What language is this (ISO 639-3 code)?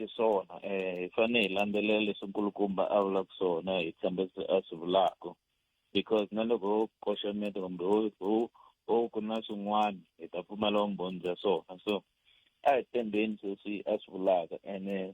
tso